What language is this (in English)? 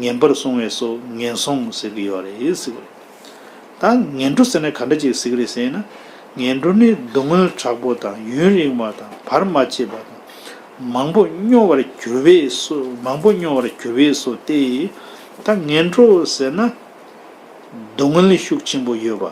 Tibetan